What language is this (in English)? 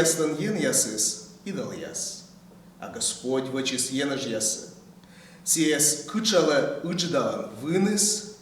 Komi